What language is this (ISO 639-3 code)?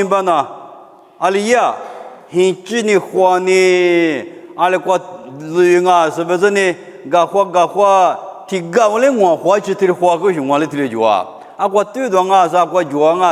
lis